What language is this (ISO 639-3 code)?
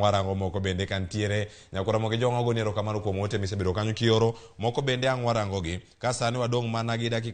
luo